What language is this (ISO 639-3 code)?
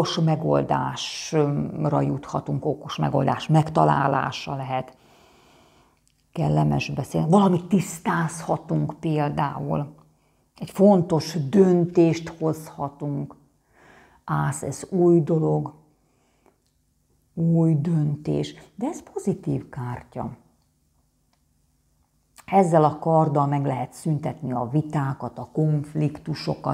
hun